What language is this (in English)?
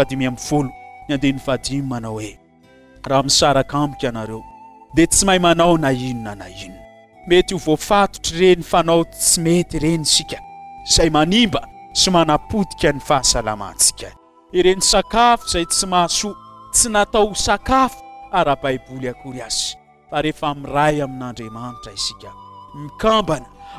Malagasy